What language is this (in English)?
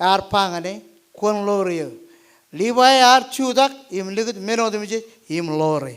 Marshallese